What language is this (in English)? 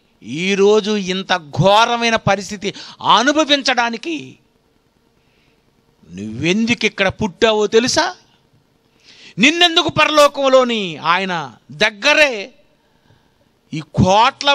Telugu